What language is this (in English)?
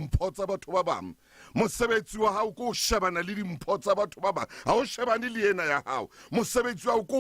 Southern Sotho